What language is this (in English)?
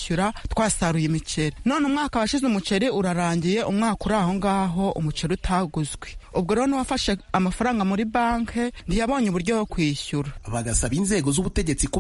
Kinyarwanda